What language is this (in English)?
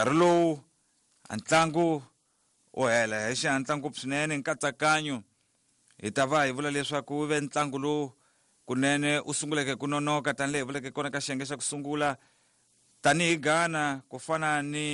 Tsonga